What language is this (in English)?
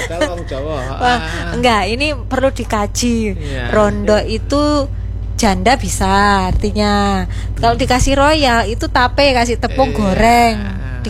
Indonesian